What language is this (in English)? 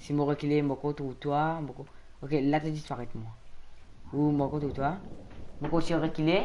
Morisyen